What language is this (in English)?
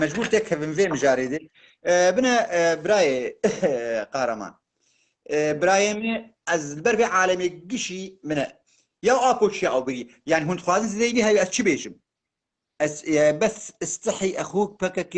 Kurdish